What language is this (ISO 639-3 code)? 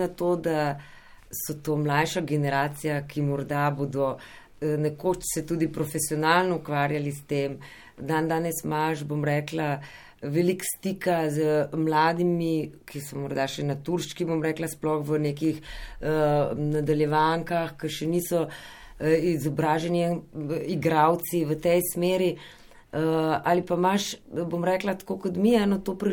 slv